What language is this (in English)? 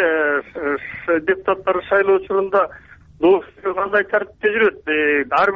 Kyrgyz